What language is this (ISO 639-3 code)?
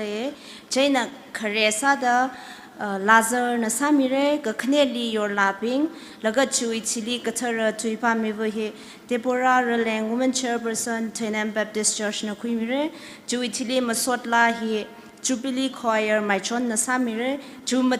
nmf